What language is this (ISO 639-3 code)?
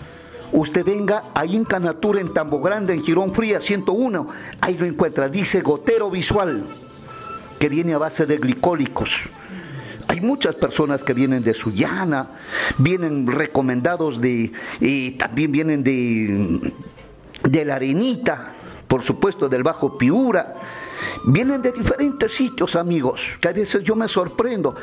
spa